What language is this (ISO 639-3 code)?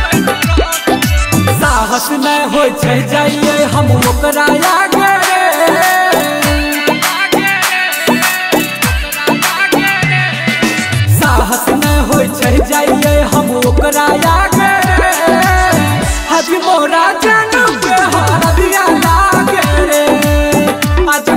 bho